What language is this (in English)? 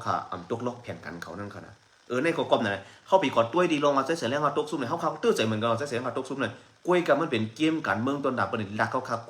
Shan